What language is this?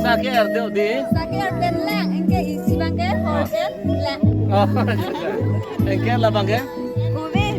Karbi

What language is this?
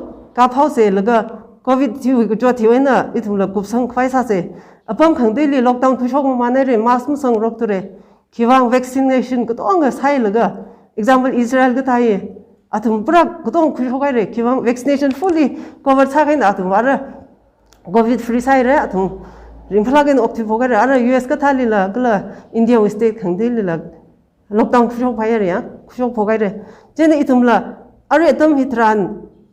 Tangkhul Naga (India)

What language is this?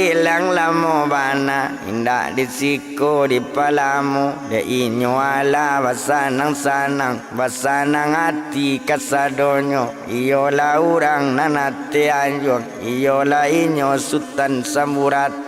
Minangkabau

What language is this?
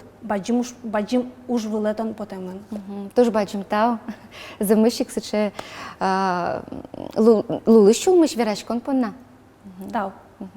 Udmurt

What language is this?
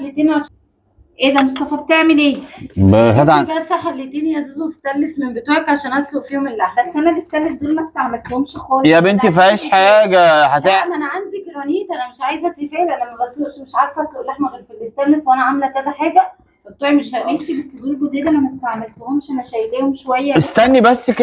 Egyptian Arabic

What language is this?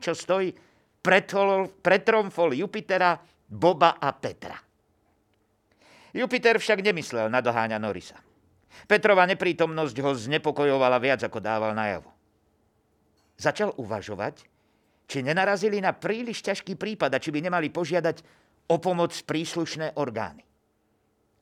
Slovak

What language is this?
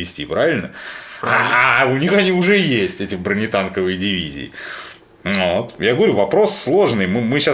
Russian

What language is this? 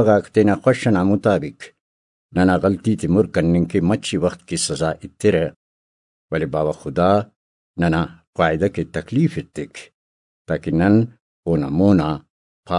Brahui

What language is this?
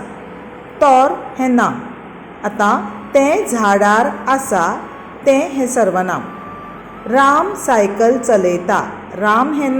Konkani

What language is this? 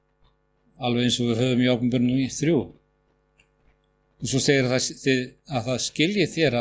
Icelandic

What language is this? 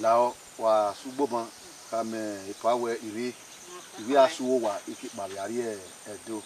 Bini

